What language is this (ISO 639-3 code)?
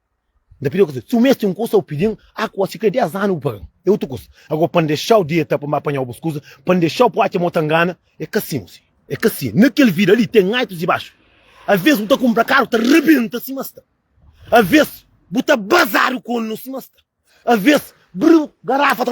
kea